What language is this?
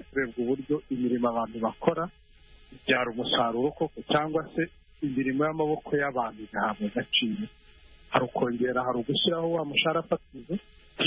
Kinyarwanda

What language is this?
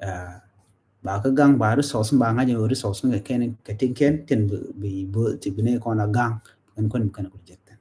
Nuer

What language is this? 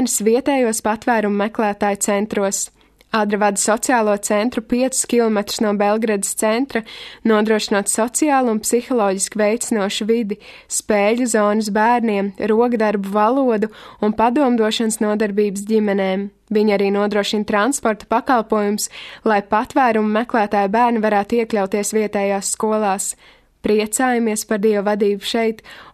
Latvian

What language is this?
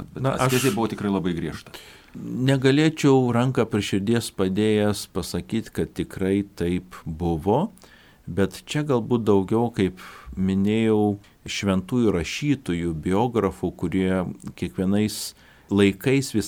Lithuanian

